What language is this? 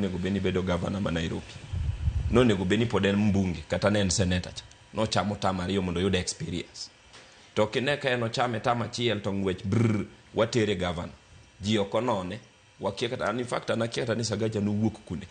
Luo (Kenya and Tanzania)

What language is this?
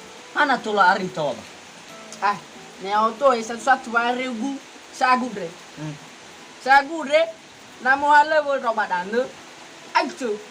Nias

